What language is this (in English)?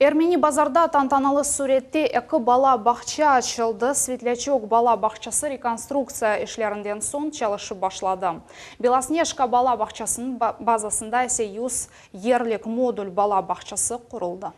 Crimean Tatar